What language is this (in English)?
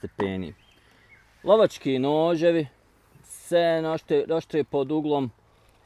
Bosnian